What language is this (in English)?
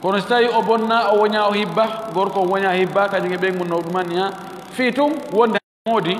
Fula